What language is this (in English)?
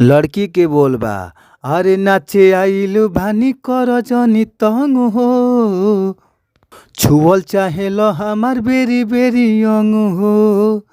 Bhojpuri